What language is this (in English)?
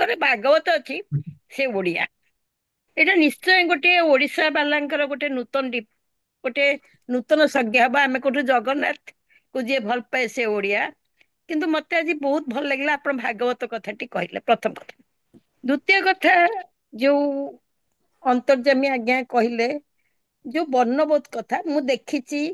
Odia